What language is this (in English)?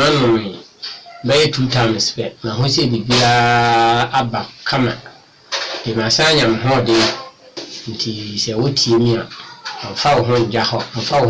Akan